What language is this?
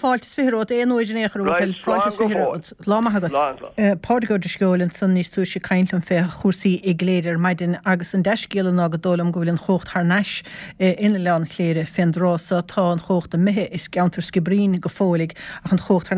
Irish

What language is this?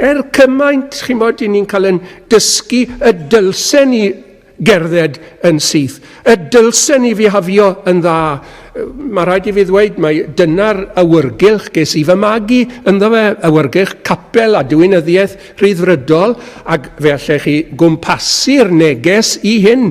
Welsh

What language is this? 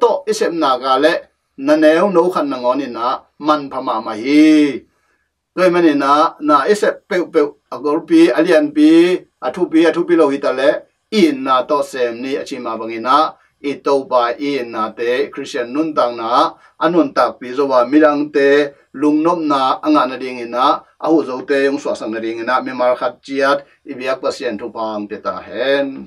Tedim Chin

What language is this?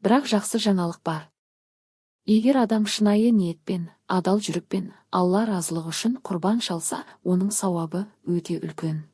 Kazakh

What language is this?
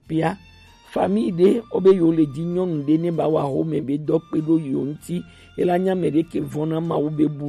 Gen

